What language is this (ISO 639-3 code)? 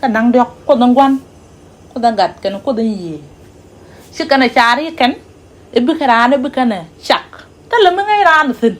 nus